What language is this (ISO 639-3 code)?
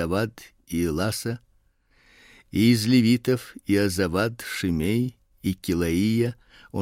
rus